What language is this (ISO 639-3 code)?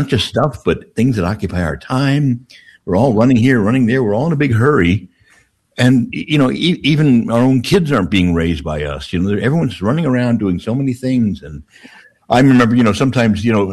eng